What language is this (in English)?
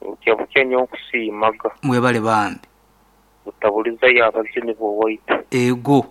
Nyankole